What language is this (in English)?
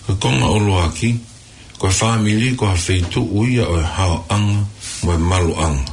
Tongan